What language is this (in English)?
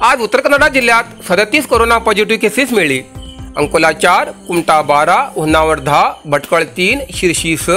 Konkani